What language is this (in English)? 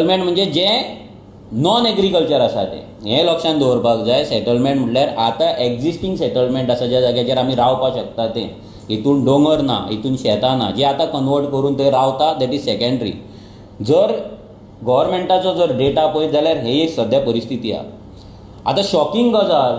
Konkani